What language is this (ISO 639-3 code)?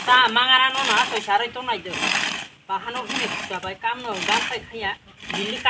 trp